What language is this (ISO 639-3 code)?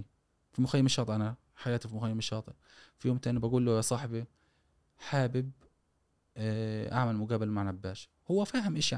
afb